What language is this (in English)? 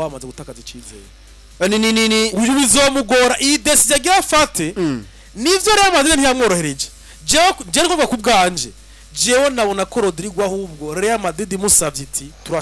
Rundi